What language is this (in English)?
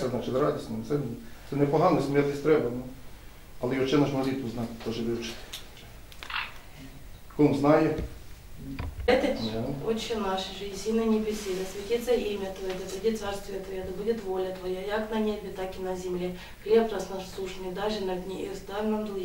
Ukrainian